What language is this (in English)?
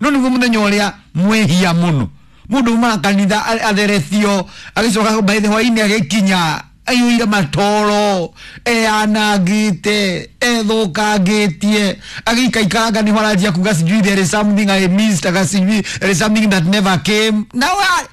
Kikuyu